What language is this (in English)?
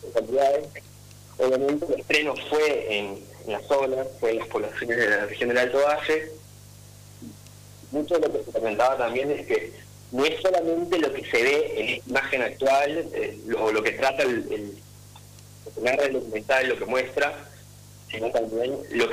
Spanish